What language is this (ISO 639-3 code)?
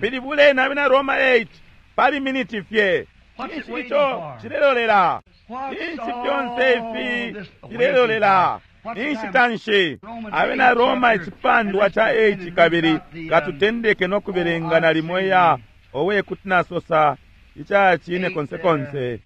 bem